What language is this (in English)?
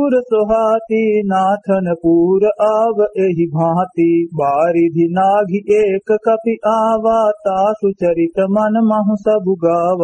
Awadhi